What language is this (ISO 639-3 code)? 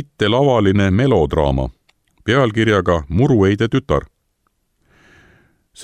est